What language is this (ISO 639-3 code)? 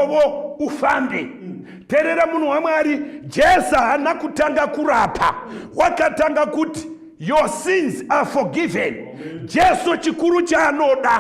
sna